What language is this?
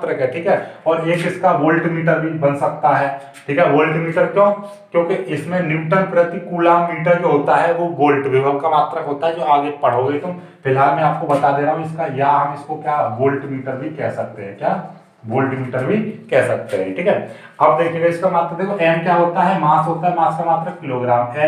Hindi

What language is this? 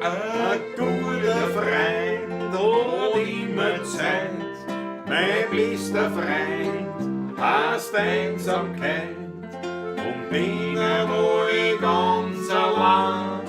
Bavarian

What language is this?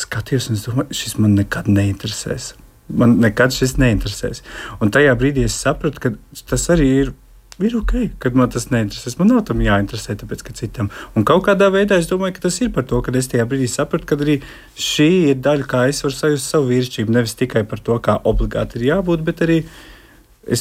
Latvian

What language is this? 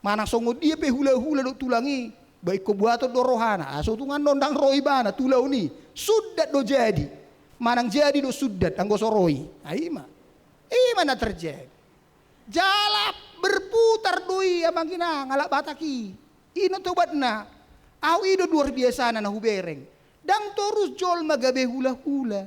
Batak Toba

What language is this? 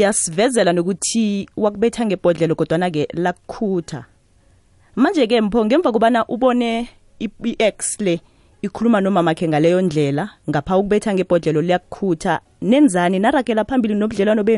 South Ndebele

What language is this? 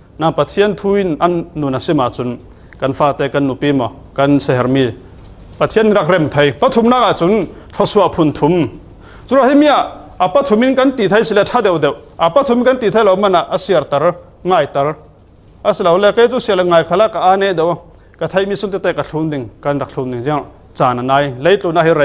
Falam Chin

